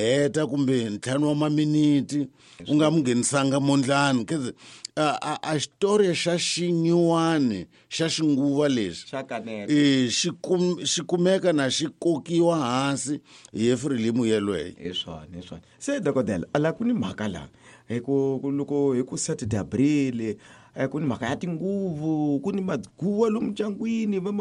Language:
Tsonga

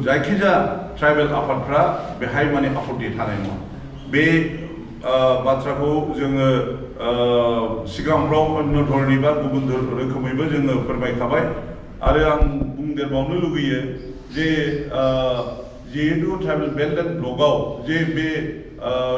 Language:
Bodo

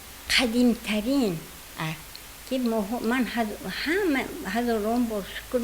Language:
Tajik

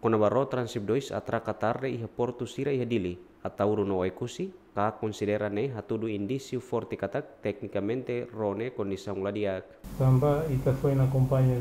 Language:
Tetum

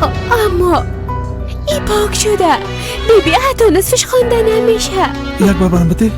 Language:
Persian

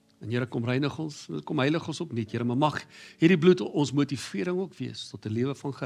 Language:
Afrikaans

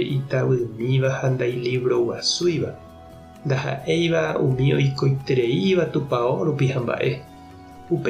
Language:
Guarani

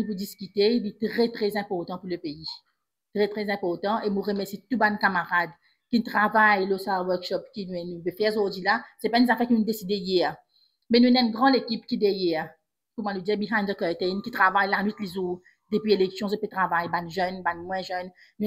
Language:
Morisyen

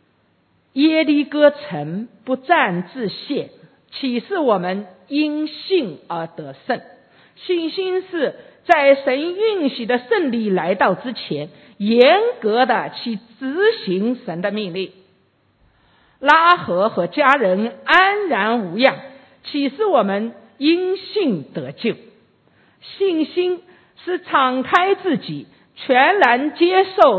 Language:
Chinese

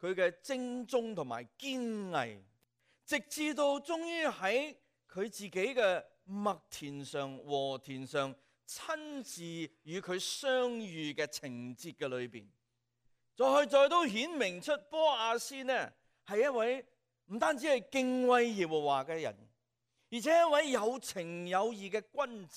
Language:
Cantonese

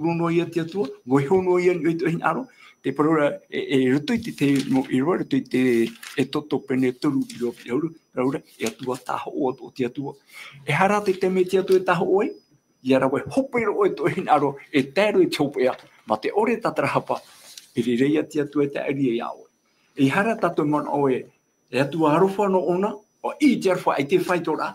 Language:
Tahitian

